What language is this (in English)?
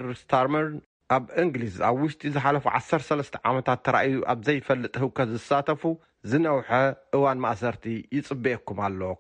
Tigrinya